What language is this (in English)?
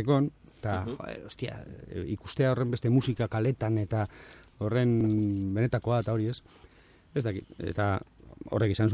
Basque